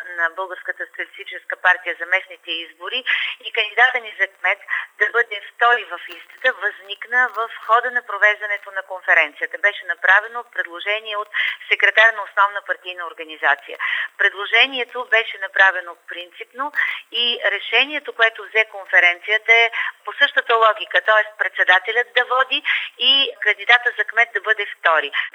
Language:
Bulgarian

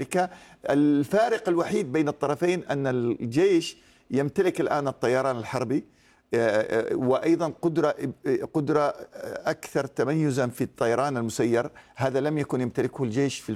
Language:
Arabic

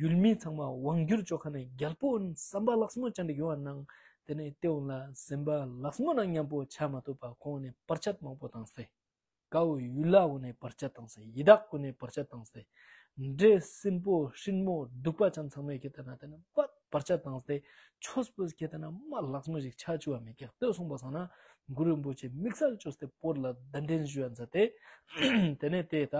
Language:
Tibetan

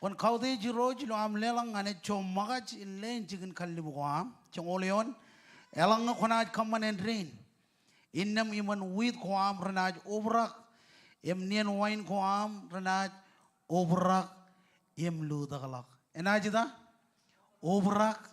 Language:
Marshallese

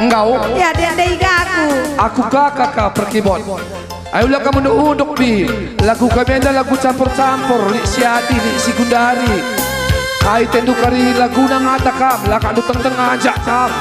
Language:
Batak Karo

